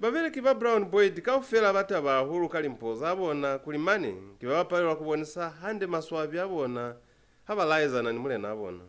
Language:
Lozi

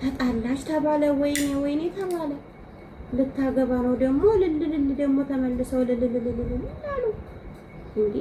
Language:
Amharic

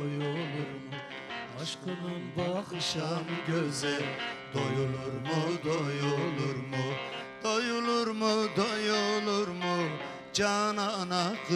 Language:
Turkish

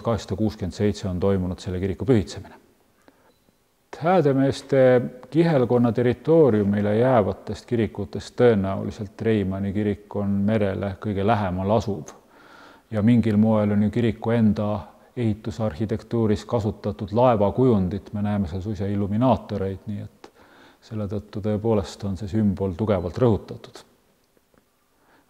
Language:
Estonian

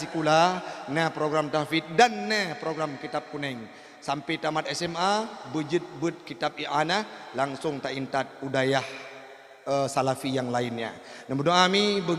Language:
Achinese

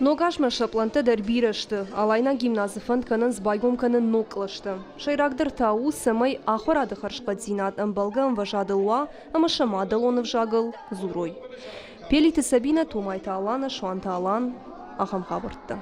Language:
Ossetic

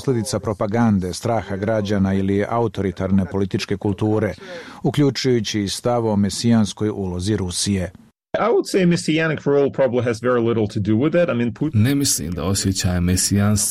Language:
Croatian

